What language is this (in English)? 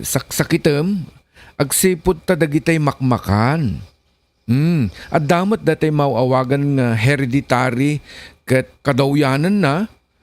Iloko